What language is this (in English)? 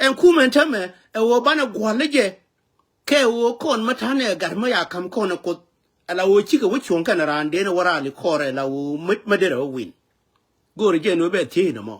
Nuer